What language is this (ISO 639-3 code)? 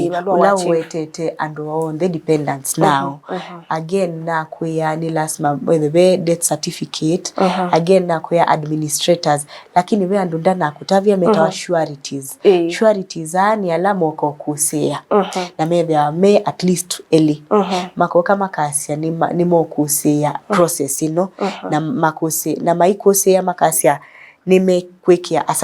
kam